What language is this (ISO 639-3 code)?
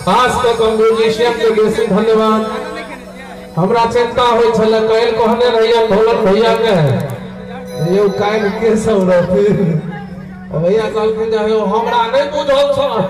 mai